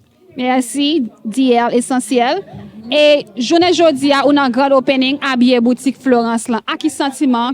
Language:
Haitian Creole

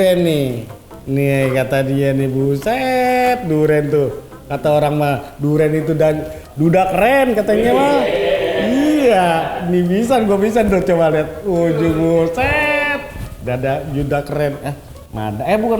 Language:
Betawi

